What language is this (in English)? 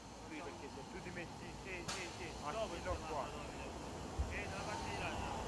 Italian